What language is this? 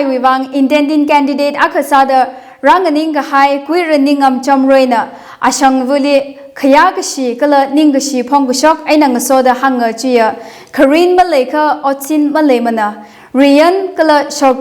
Tangkhul Naga (India)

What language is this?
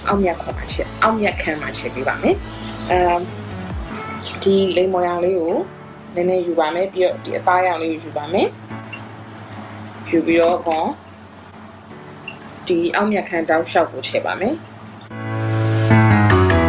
Burmese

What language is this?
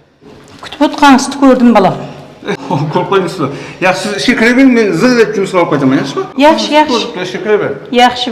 Kara-Kalpak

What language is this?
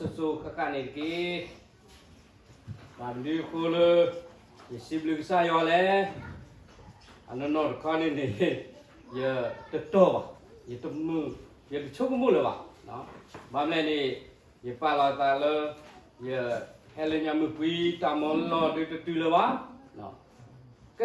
S'gaw Karen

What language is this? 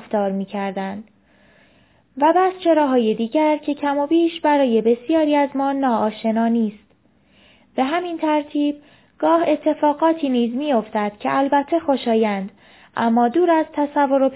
Persian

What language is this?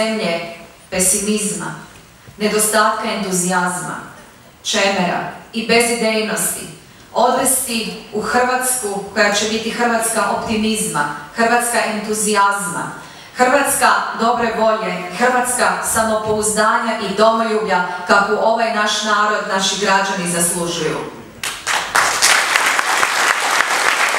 Croatian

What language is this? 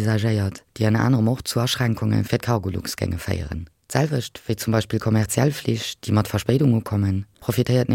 Luxembourgish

